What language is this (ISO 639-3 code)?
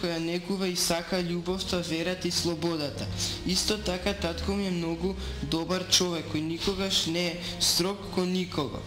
mkd